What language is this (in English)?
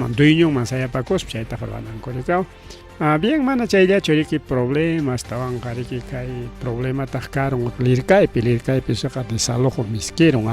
Ayacucho Quechua